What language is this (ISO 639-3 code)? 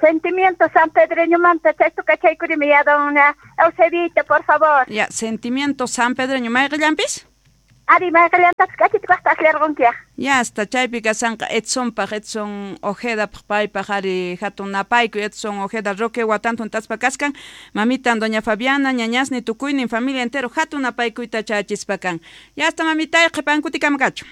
que